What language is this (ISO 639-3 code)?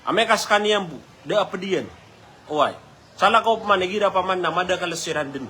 mrw